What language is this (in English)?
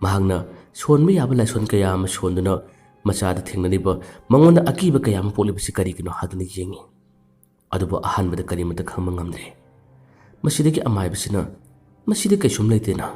Manipuri